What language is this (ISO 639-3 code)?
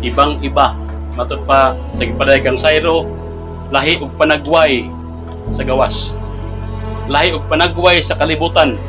ceb